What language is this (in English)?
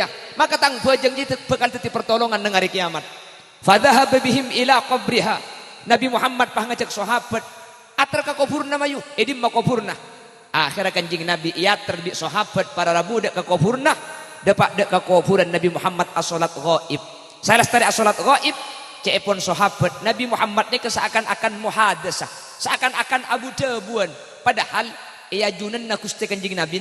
Madurese